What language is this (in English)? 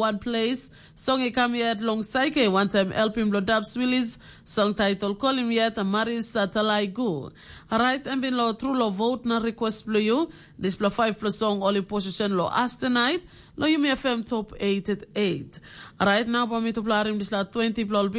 Tok Pisin